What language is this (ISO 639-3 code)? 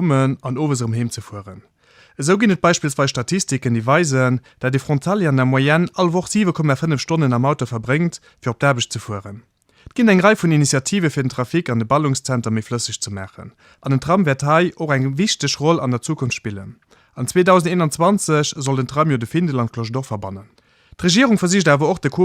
ltz